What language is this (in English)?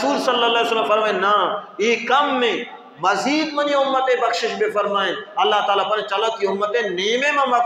Baluchi